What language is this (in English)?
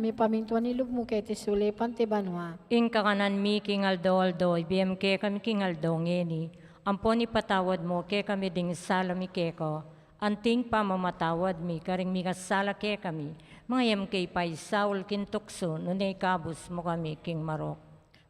Pampanga